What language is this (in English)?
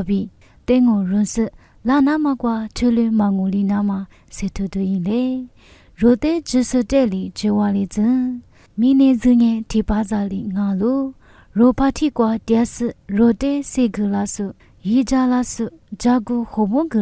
Lisu